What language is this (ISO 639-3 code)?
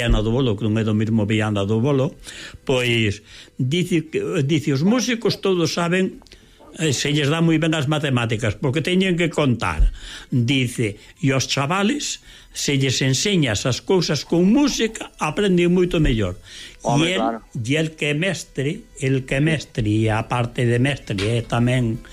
glg